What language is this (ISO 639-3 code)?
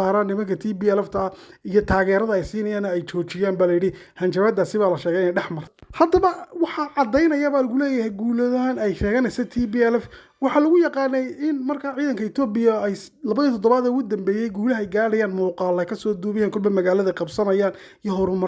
som